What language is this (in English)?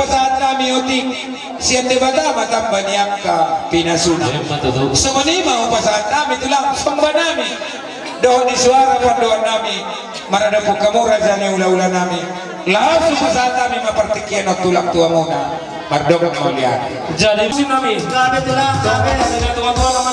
Batak Toba